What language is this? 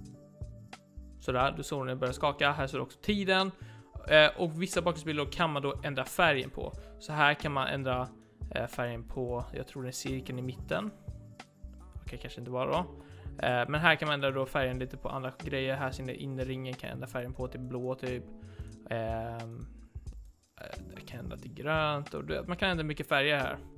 Swedish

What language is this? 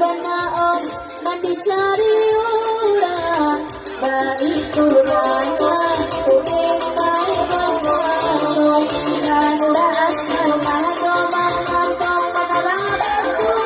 Minangkabau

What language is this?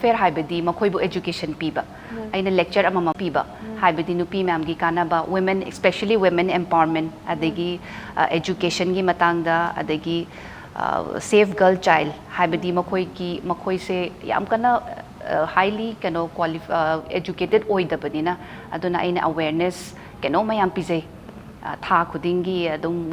Manipuri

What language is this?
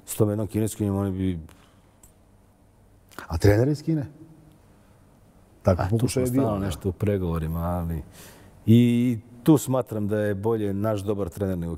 Serbian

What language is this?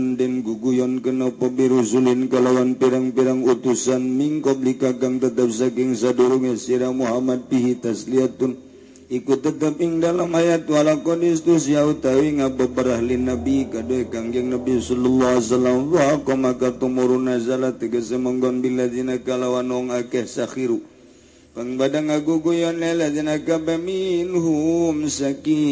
Sundanese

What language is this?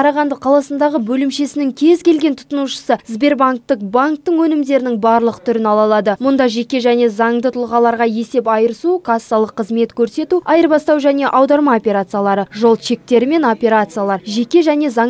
Kazakh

